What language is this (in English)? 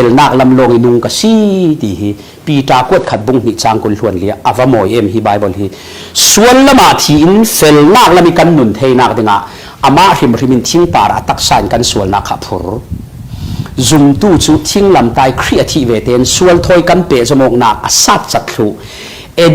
Falam Chin